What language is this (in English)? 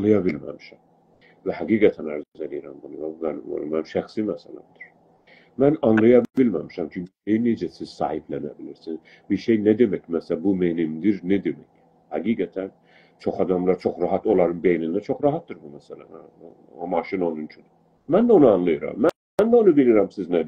South Azerbaijani